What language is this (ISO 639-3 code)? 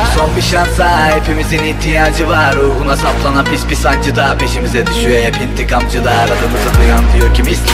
tur